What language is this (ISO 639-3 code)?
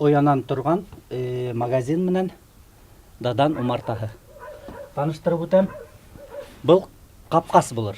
bak